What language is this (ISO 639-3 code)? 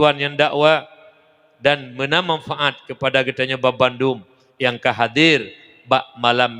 ace